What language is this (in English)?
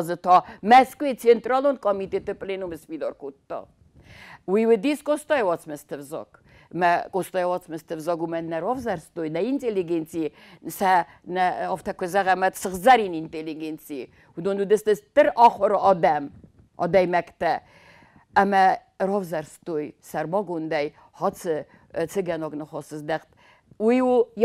Ossetic